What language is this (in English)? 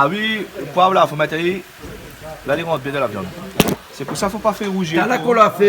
Réunion Creole French